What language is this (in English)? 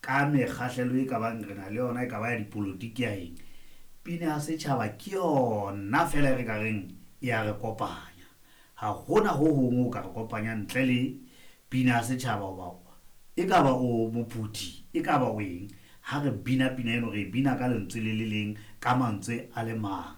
Southern Sotho